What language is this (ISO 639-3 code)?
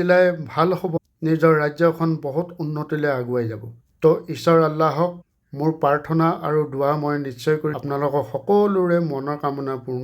asm